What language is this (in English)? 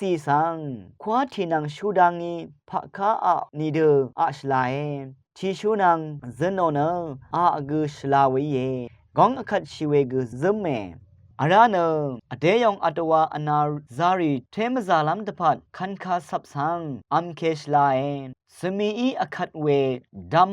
Rawang